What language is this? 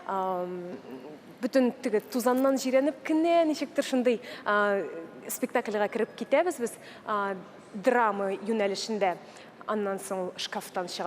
Tatar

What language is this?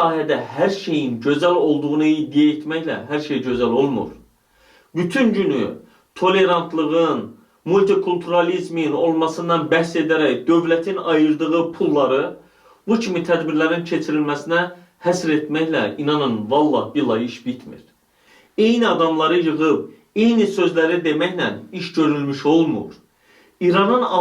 Azerbaijani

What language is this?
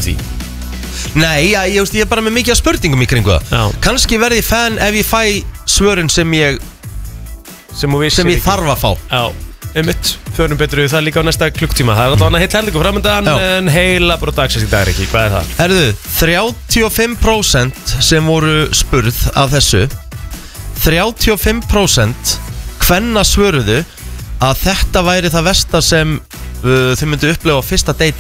Icelandic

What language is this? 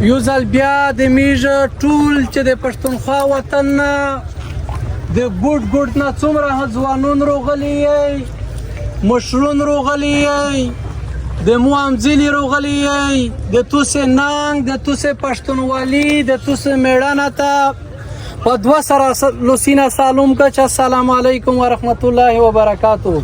Pashto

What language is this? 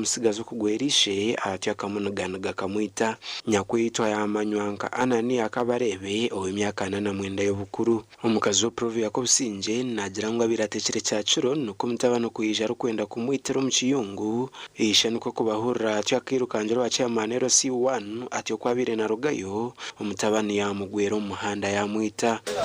Nyankole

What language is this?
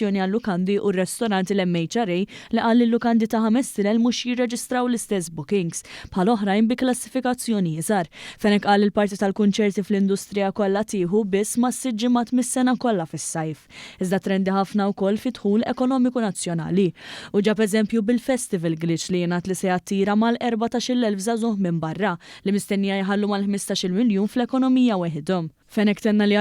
Maltese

